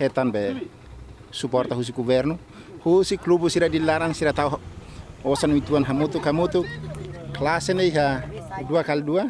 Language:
Tetum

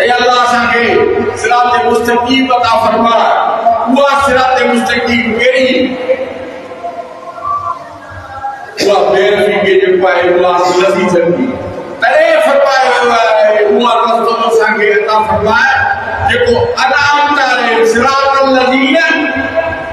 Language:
Sindhi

